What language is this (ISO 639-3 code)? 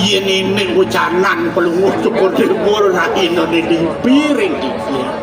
ban